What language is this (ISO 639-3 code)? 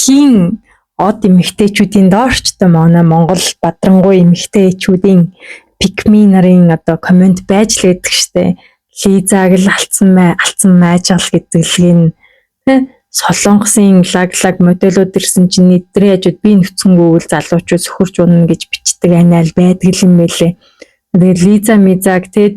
mon